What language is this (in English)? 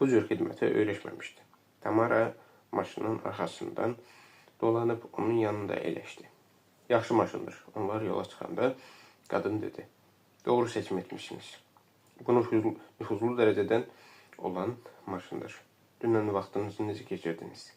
Azerbaijani